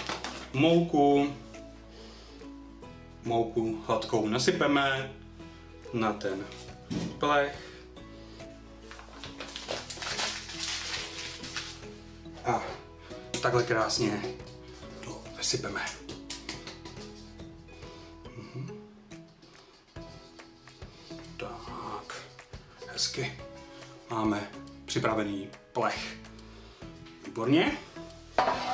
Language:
Czech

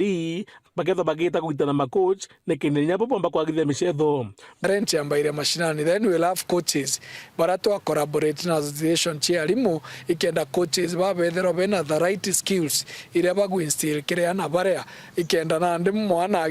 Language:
Meru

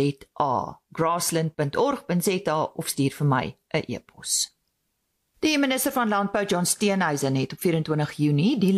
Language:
Afrikaans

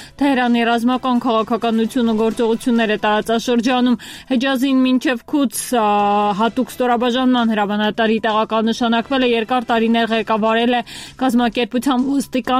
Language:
Armenian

